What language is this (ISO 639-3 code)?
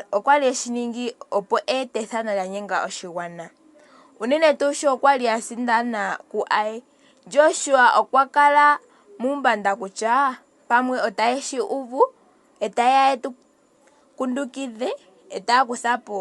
ndo